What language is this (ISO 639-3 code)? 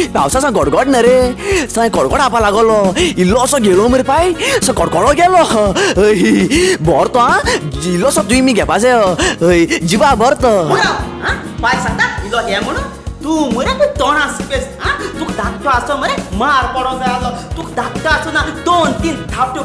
kok